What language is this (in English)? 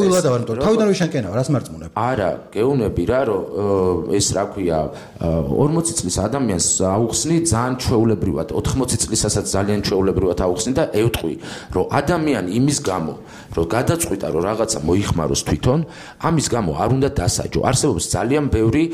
Georgian